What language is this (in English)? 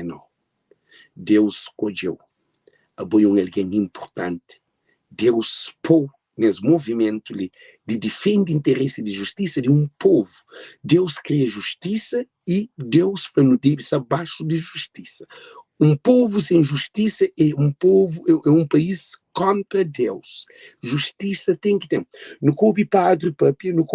Kabuverdianu